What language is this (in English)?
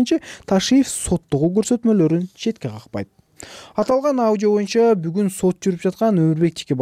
Kyrgyz